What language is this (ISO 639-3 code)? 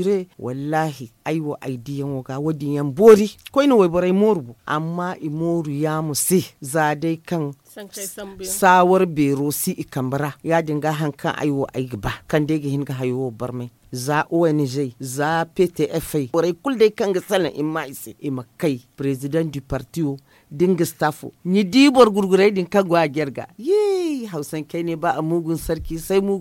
dje